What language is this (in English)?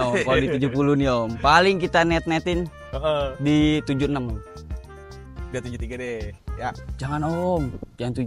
Indonesian